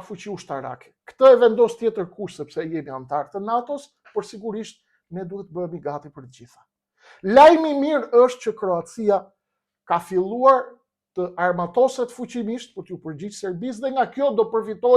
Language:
Albanian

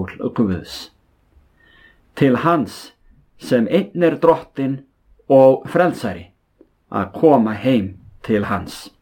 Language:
Icelandic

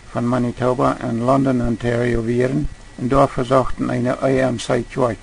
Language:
Plautdietsch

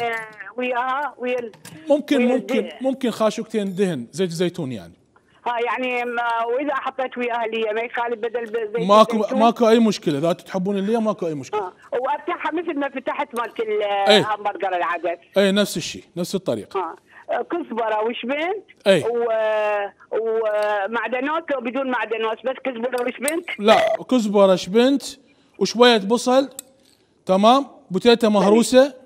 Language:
Mesopotamian Arabic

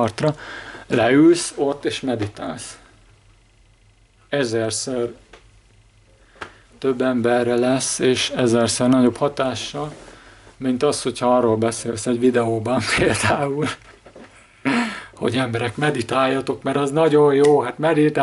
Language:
Hungarian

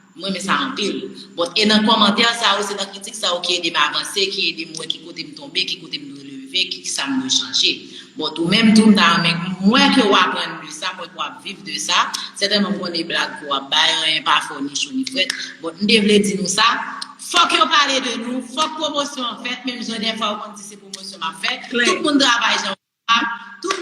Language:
Haitian Creole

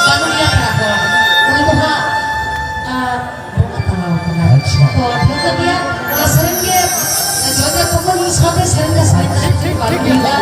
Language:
Santali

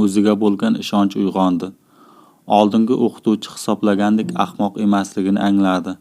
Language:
Uzbek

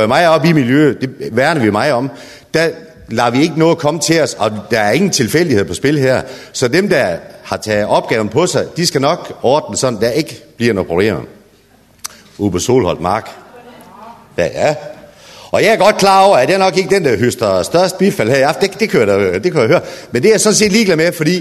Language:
Danish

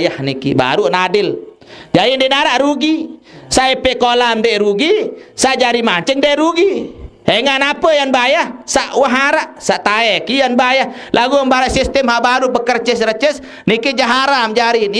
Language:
Sasak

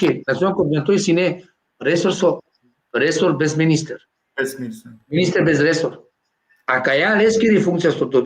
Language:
Balkan Romani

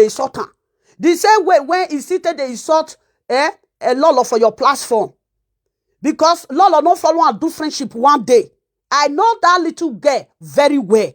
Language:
Nigerian Pidgin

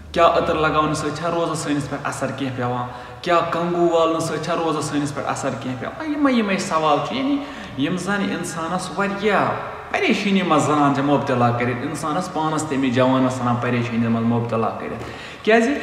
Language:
Kashmiri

